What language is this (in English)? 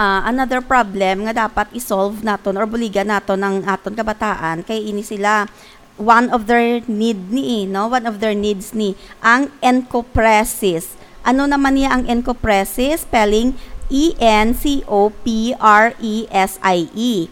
Hiligaynon